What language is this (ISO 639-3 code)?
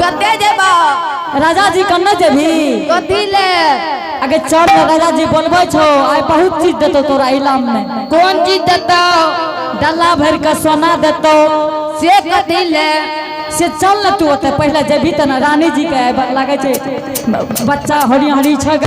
anp